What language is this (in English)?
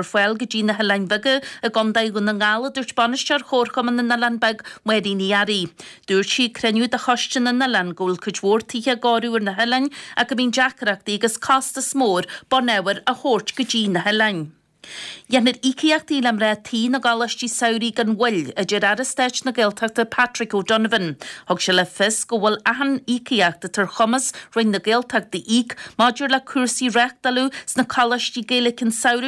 Irish